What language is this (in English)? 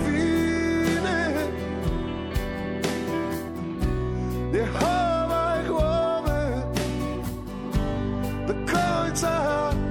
Polish